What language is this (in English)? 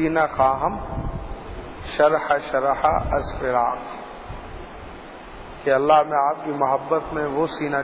Urdu